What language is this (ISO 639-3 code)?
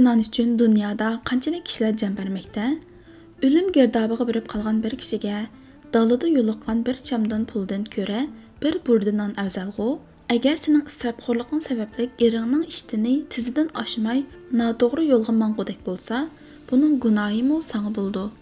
uig